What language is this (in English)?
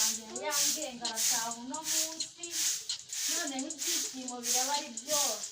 Kinyarwanda